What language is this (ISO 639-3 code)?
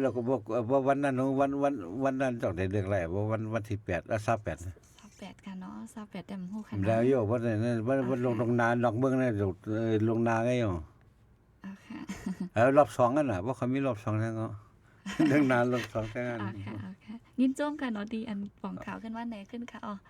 shn